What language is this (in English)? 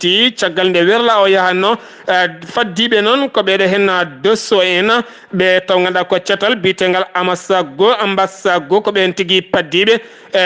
Fula